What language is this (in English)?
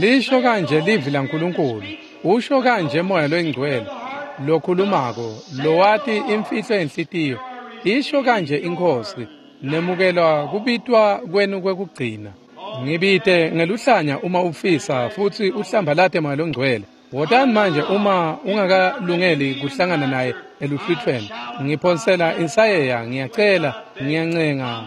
Swati